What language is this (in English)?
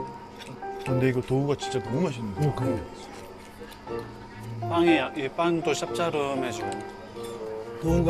Korean